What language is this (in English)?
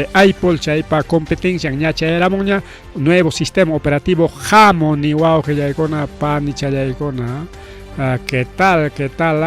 Ayacucho Quechua